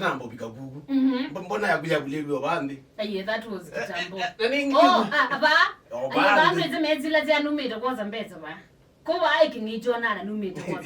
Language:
Kamba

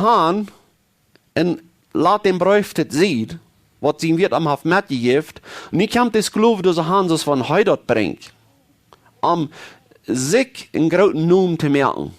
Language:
Plautdietsch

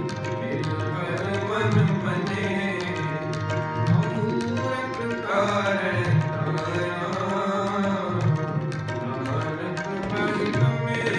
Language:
Punjabi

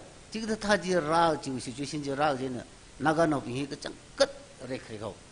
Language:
Tangkhul Naga (India)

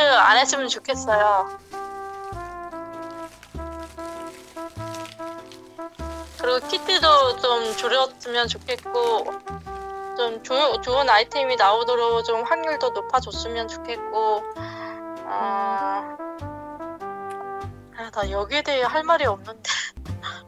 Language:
Korean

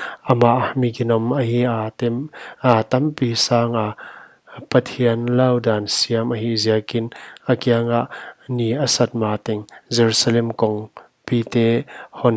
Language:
Paite Chin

